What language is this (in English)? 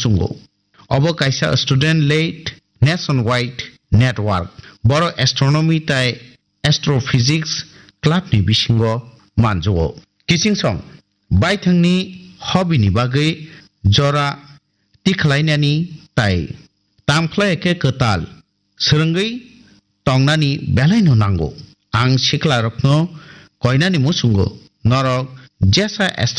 Kok Borok